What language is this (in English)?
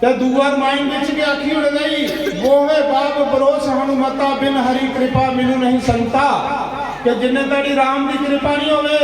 Dogri